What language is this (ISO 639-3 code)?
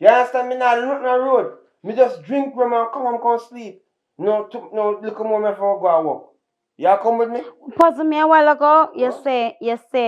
jam